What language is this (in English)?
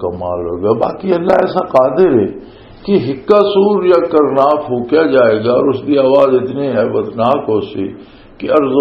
Western Panjabi